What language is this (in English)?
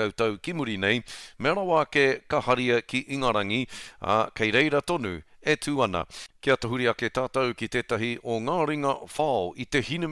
Māori